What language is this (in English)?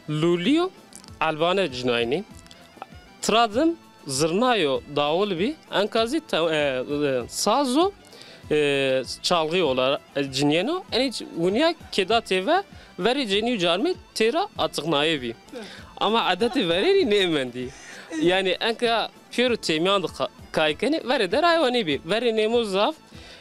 Zaza